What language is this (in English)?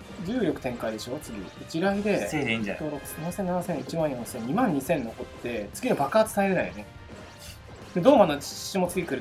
Japanese